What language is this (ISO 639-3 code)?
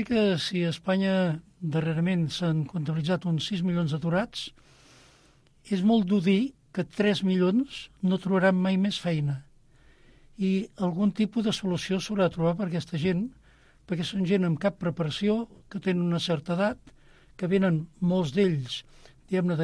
cat